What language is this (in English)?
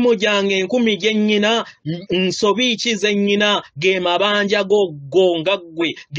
Ganda